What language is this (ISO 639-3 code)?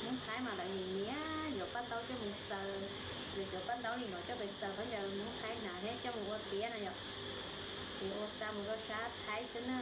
hmn